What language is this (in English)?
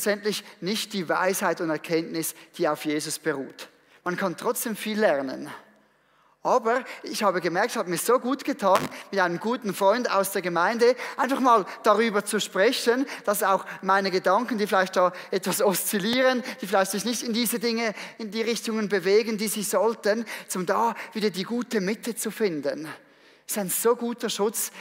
Swiss German